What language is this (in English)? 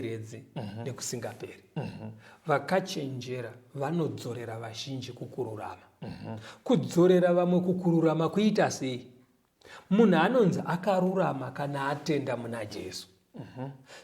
Shona